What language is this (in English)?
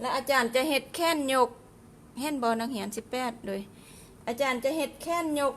Lao